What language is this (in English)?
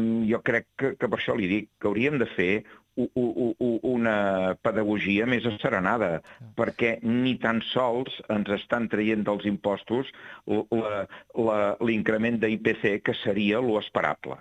Catalan